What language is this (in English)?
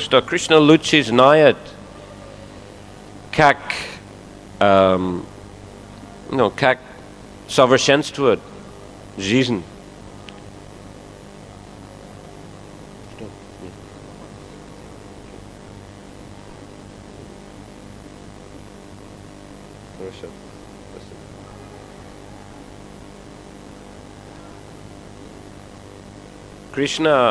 Russian